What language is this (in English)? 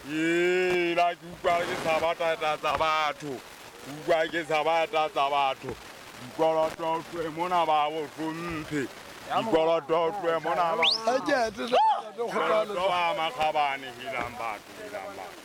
Southern Sotho